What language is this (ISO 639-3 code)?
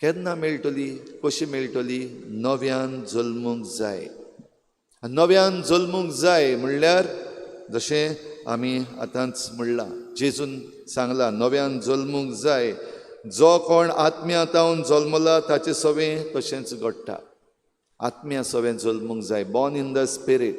kok